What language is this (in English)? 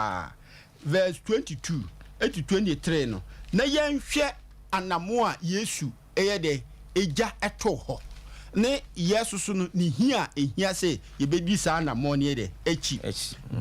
Akan